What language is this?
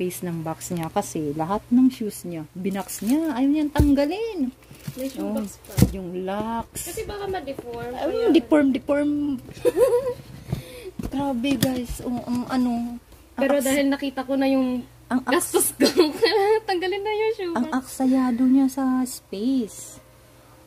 Filipino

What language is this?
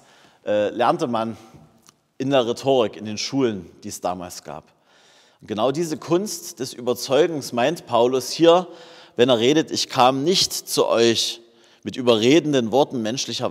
German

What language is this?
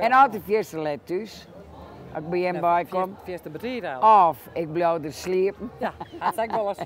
Western Frisian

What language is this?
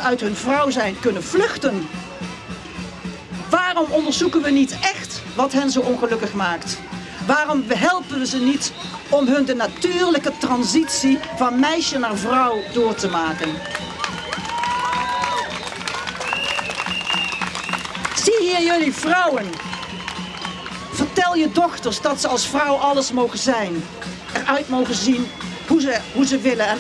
Dutch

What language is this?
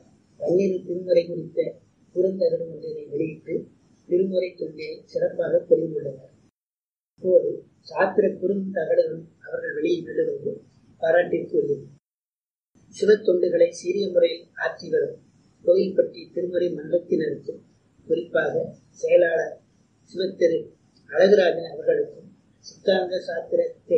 Tamil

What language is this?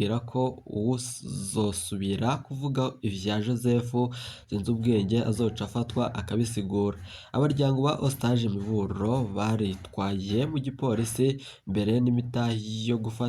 Rundi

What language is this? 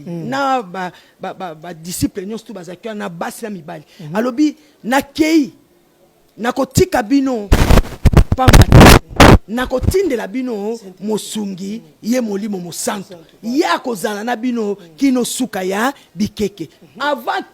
Lingala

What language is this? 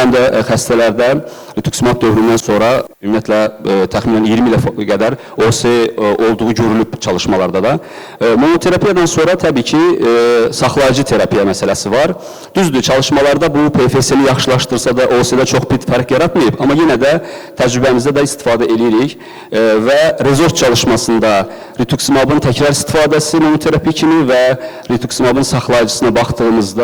Azerbaijani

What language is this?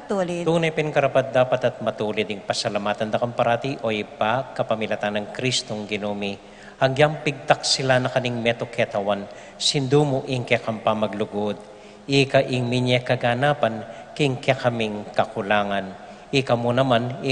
Pampanga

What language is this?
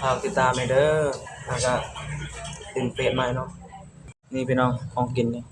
Lao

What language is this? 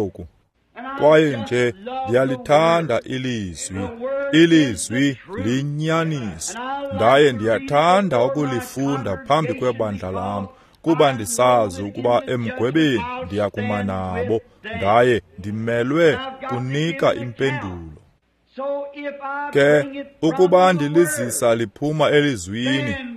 Xhosa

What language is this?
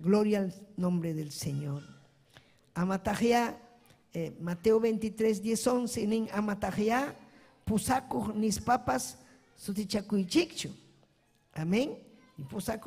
Ayacucho Quechua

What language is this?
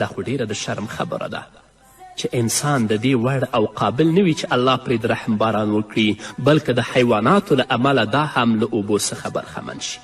Pashto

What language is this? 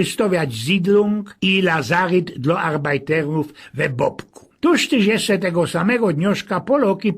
Silesian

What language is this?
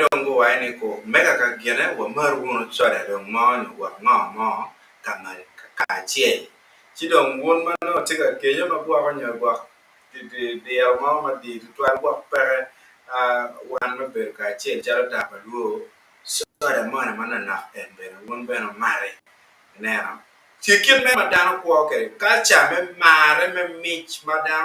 Acoli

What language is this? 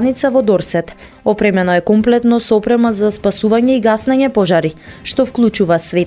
Macedonian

